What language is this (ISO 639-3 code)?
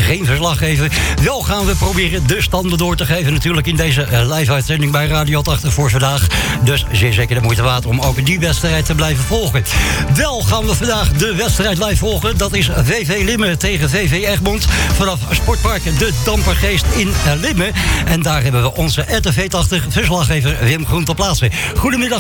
nld